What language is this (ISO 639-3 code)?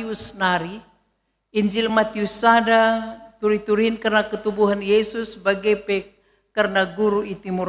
btx